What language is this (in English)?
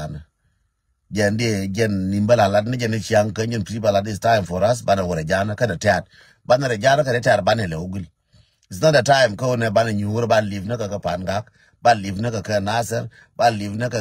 Nuer